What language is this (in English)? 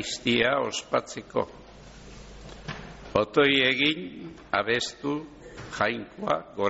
Basque